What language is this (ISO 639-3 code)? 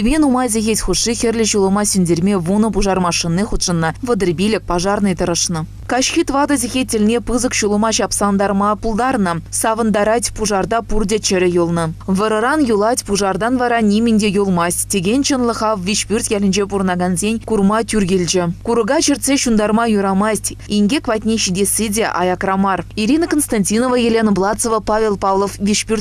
chv